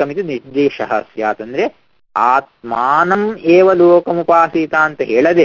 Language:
Kannada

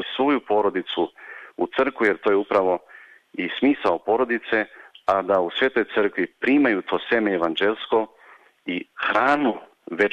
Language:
Serbian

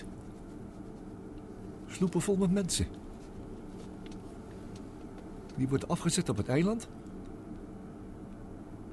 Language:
Dutch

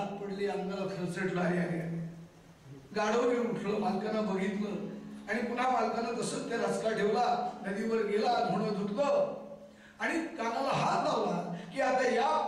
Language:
Marathi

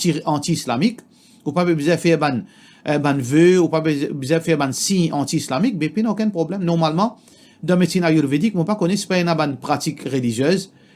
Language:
Morisyen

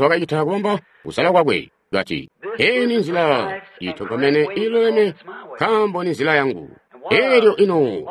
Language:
Tonga (Zambia)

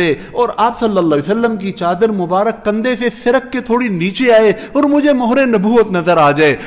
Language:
Urdu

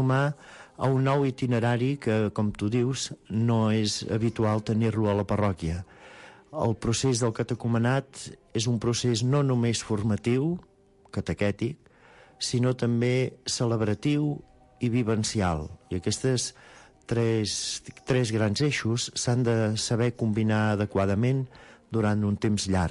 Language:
Catalan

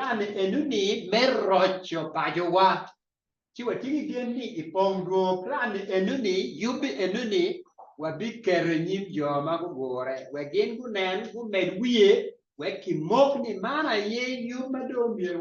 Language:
Acoli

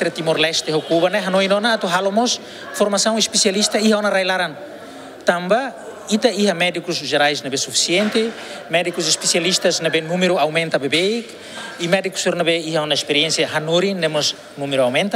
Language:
Tetum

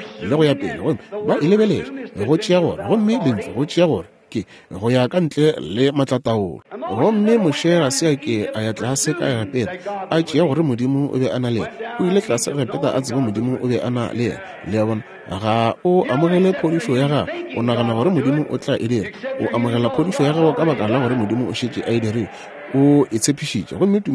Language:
Northern Sotho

